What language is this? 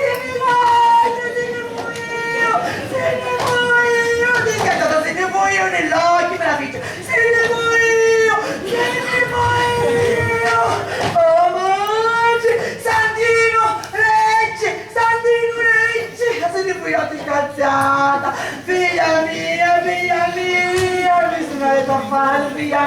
Sicilian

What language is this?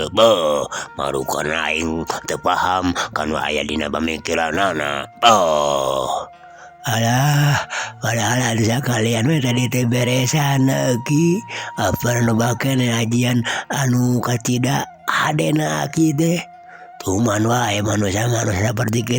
Sundanese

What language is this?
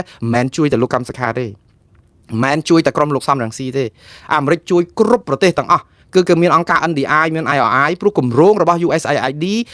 Khmer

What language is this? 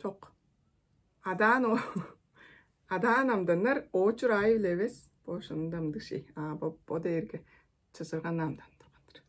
Tuvinian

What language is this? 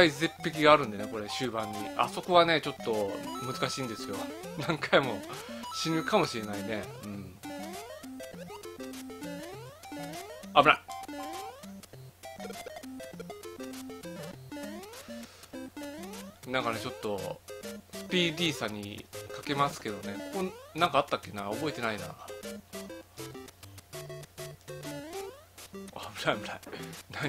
Japanese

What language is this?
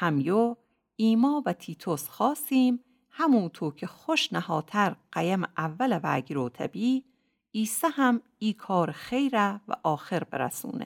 Gilaki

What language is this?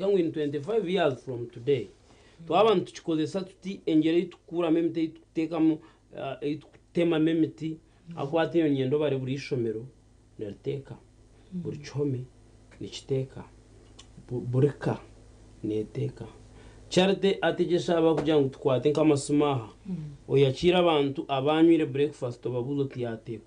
Nyankole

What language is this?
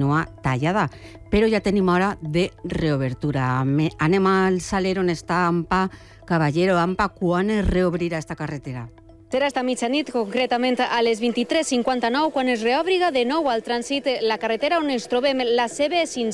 Catalan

